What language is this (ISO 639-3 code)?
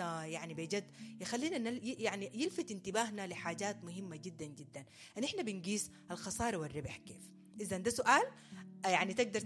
apd